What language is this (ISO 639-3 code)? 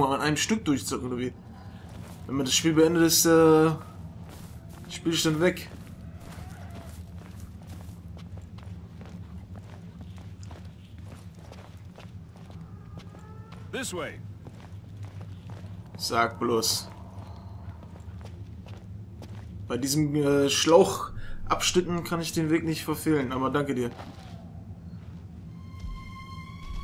deu